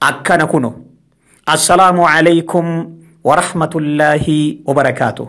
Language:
Oromo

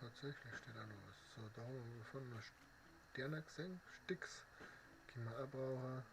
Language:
Bavarian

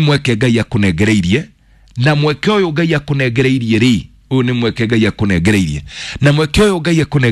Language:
Kikuyu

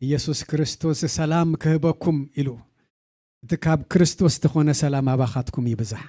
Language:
Tigrinya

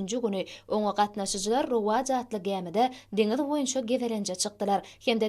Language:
Turkmen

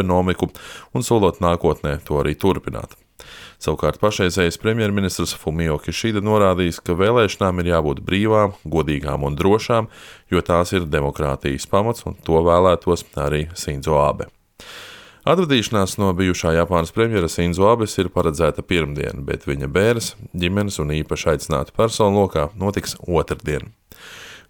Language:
Latvian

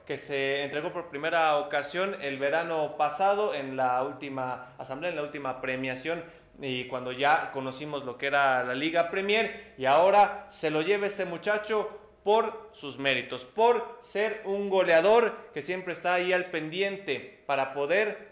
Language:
Spanish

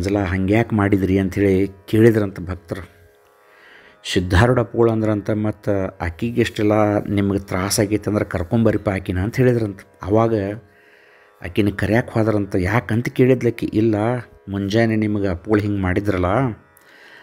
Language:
Kannada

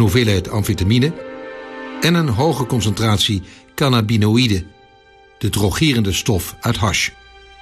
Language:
Dutch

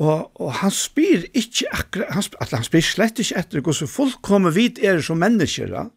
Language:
Faroese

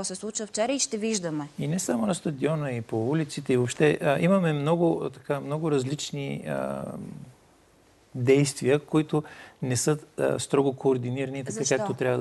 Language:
Bulgarian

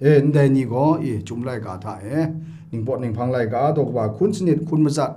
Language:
Kachin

